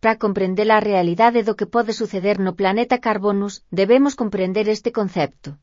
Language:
Galician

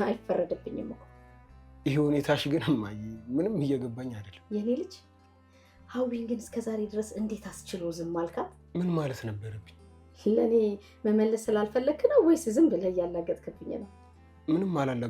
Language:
Amharic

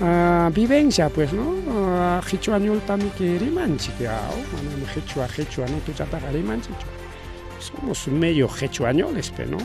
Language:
Ayacucho Quechua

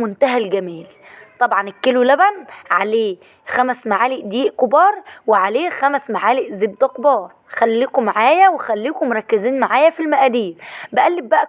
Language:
Egyptian Arabic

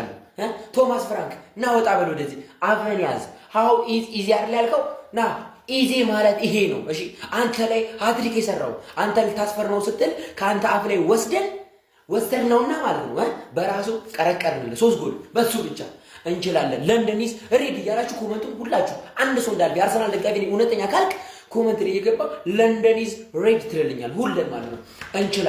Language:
Amharic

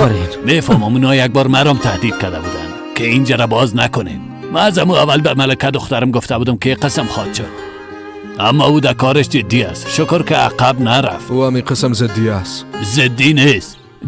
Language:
Persian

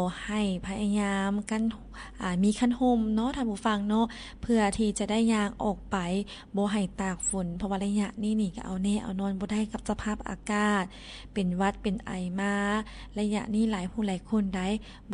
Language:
Lao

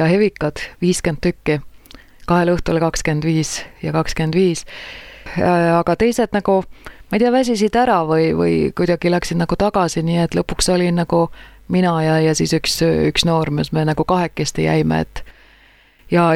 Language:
Estonian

